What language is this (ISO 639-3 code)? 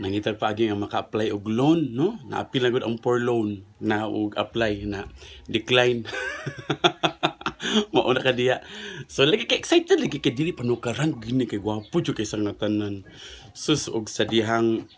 ceb